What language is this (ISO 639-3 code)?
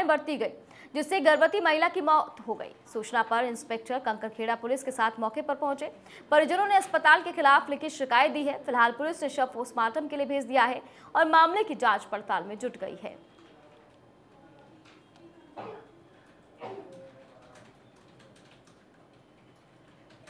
hin